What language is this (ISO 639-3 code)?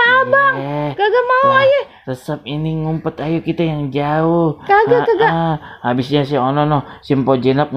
bew